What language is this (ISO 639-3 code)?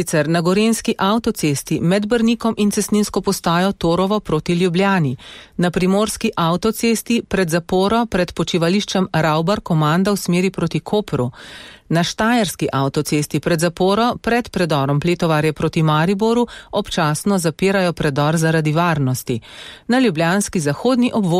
slv